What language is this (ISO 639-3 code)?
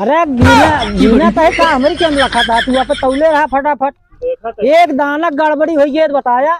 awa